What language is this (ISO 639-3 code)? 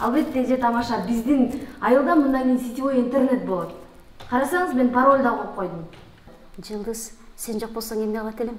kir